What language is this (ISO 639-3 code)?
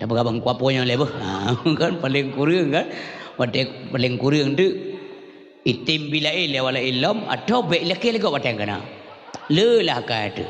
ace